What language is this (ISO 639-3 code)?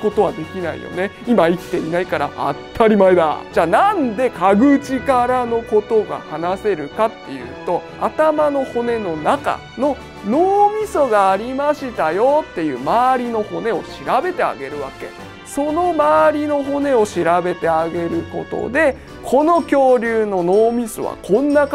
jpn